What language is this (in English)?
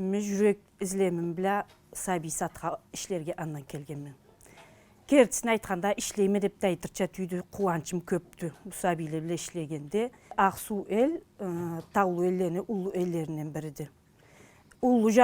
Karachay-Balkar